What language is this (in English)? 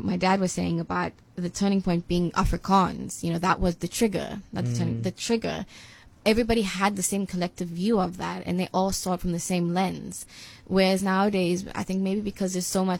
English